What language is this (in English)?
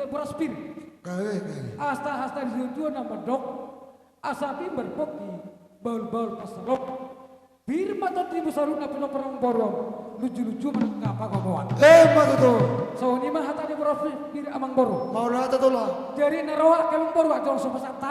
Batak Toba